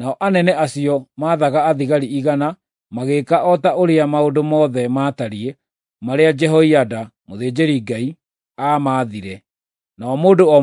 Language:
Kikuyu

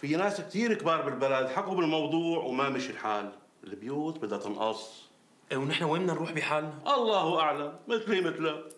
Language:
North Levantine Arabic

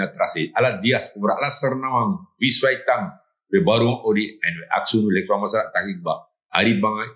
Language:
Sranan Tongo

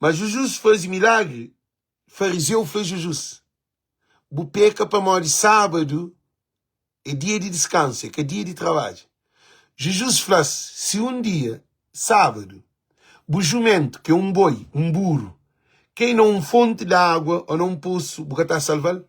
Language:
Kabuverdianu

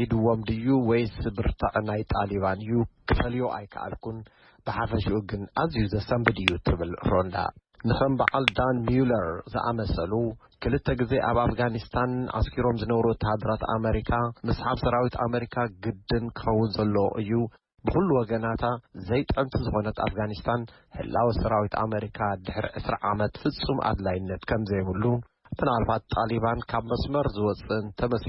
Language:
Tigrinya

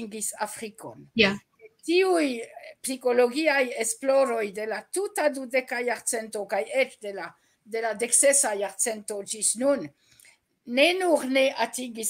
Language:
Esperanto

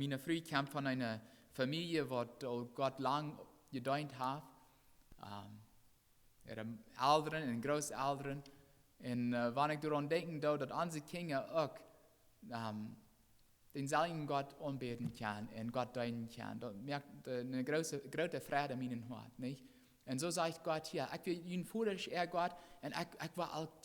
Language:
Plautdietsch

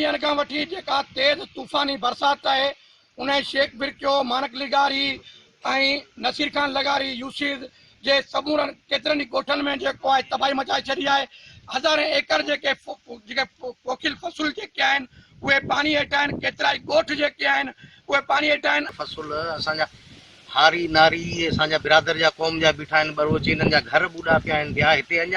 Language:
Sindhi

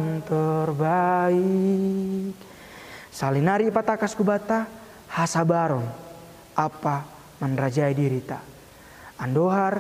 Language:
Batak Simalungun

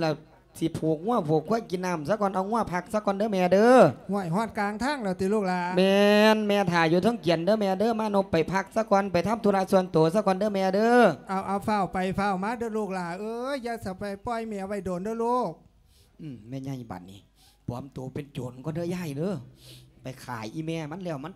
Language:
Lao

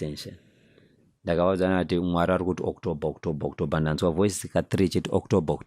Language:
Shona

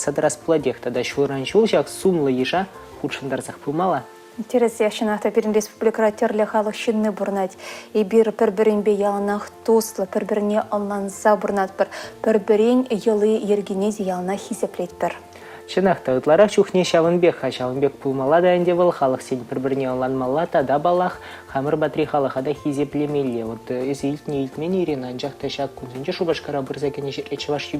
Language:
Chuvash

